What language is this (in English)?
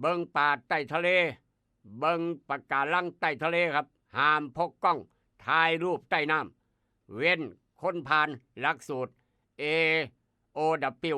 Northeastern Thai